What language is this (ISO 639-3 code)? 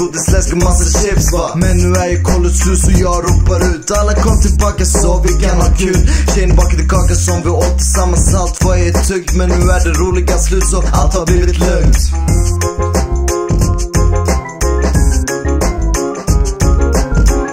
swe